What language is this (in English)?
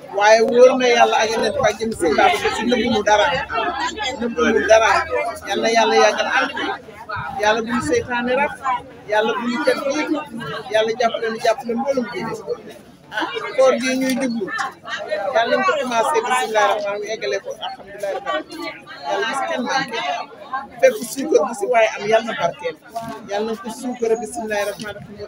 Wolof